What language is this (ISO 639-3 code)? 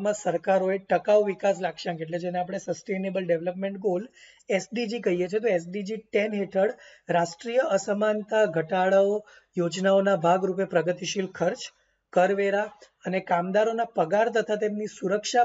guj